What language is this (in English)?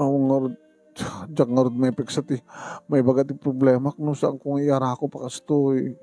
Iloko